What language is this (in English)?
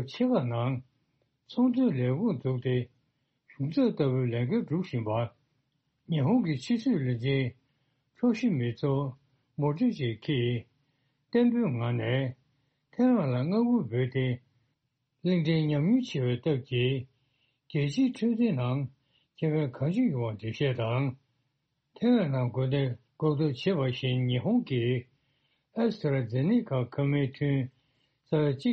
Tibetan